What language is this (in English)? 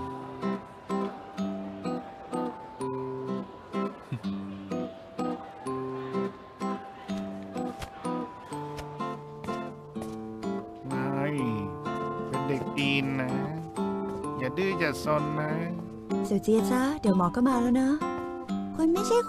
Thai